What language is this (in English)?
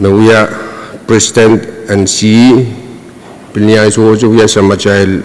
Pohnpeian